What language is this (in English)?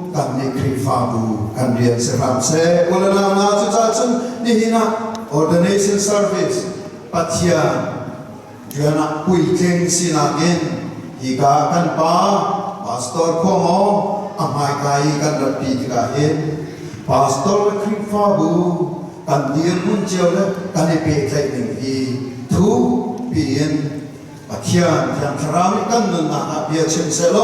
Falam Chin